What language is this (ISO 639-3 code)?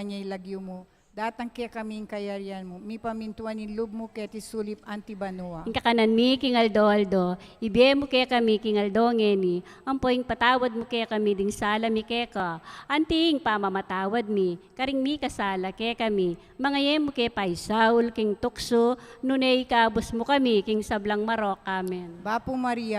pam